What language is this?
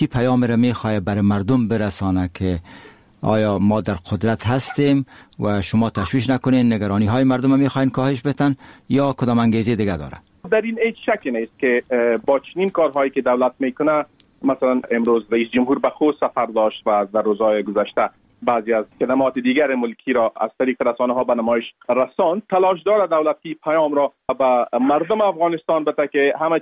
Persian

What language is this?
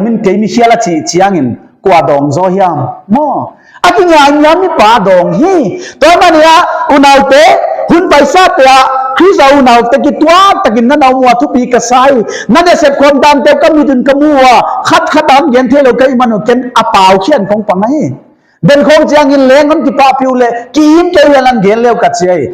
Paite Chin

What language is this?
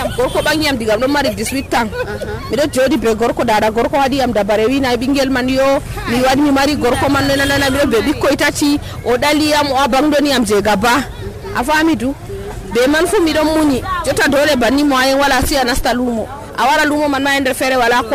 Nigerian Fulfulde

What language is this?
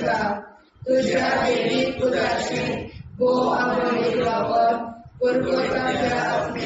Konkani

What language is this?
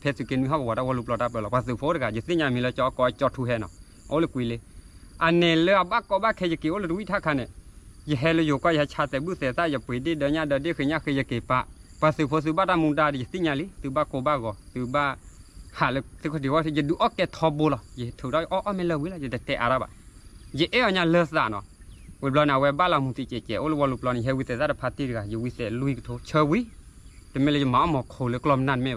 S'gaw Karen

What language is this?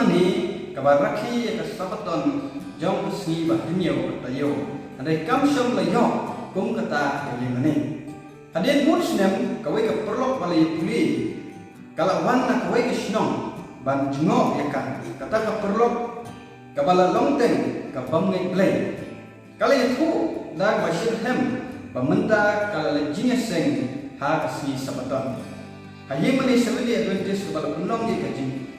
Khasi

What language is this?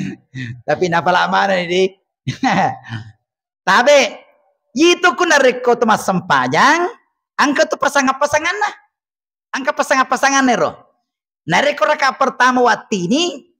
Buginese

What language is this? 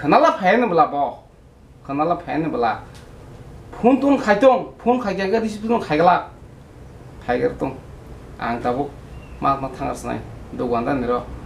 Kok Borok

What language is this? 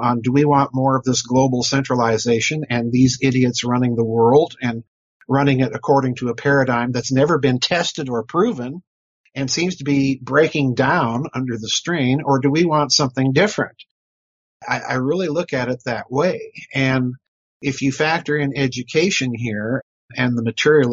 English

